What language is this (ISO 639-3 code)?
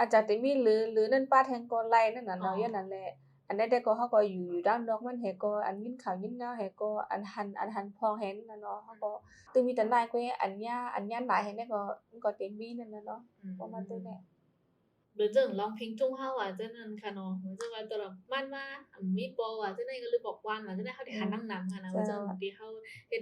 shn